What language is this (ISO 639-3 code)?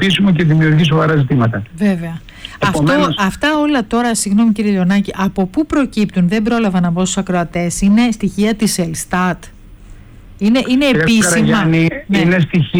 ell